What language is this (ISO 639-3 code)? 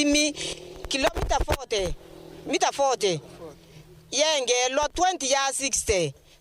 mer